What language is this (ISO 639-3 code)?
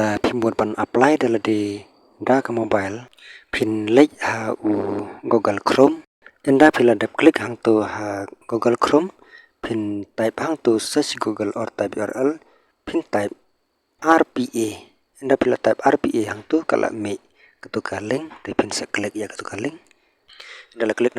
kha